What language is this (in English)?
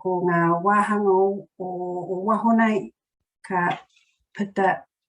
Māori